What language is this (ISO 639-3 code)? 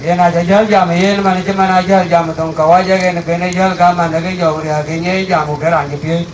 din